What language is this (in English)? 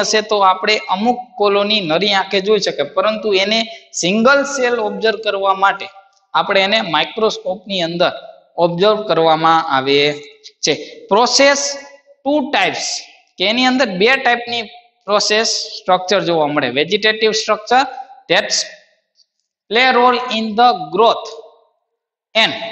Gujarati